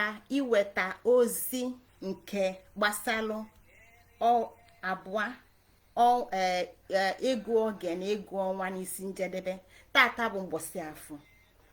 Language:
Igbo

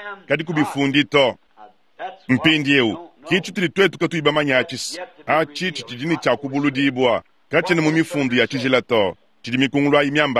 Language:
Luba-Lulua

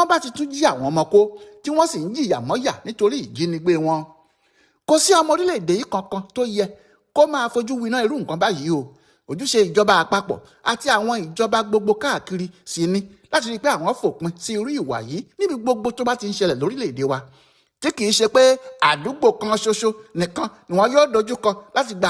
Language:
Yoruba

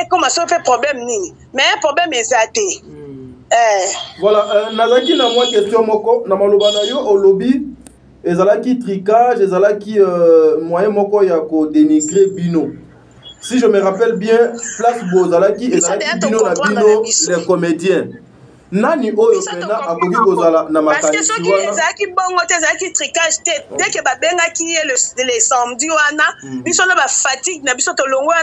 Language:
Lingala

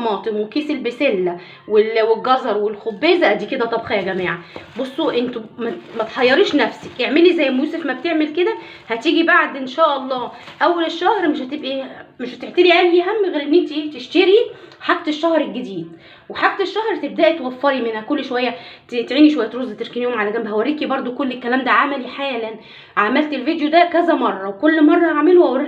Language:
Egyptian Arabic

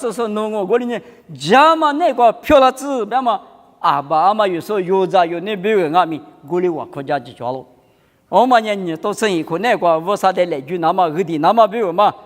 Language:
Lisu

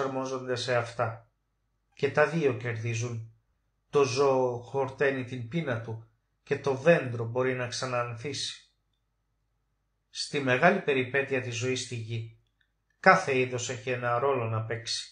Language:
Greek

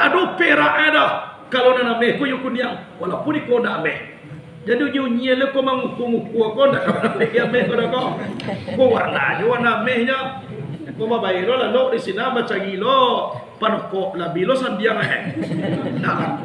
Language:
Minangkabau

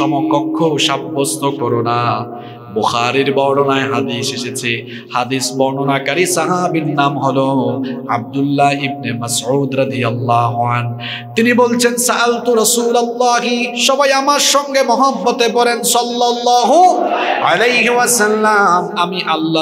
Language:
Bangla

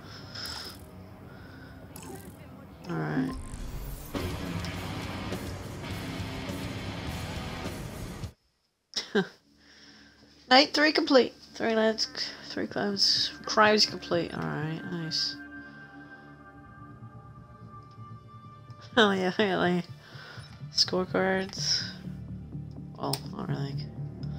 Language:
English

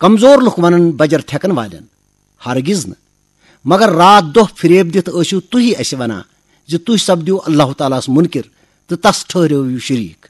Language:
Kashmiri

